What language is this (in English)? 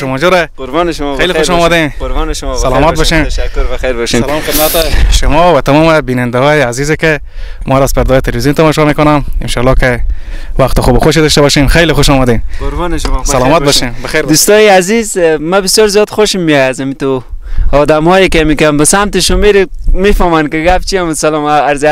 Persian